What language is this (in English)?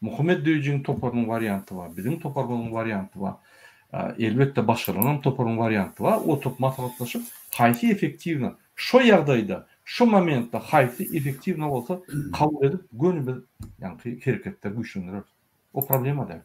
Turkmen